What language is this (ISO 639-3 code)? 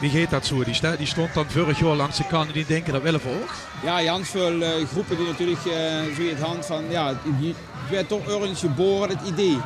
lim